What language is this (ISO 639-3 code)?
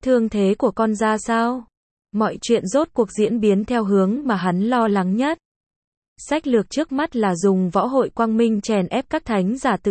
vie